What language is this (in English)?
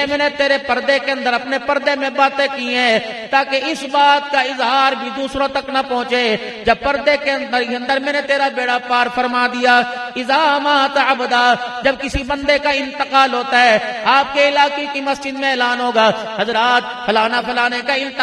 Urdu